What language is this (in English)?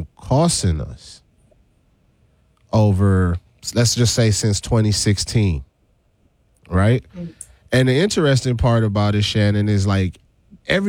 English